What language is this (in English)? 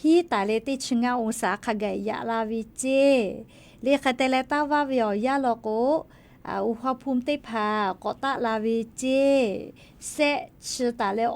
Lahu